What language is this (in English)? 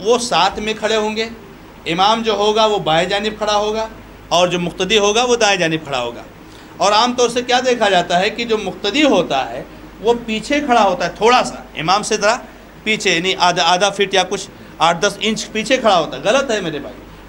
Urdu